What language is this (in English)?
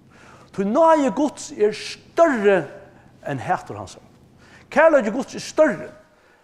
Faroese